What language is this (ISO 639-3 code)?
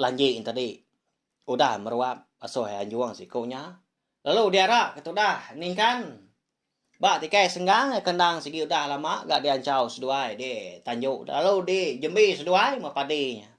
iba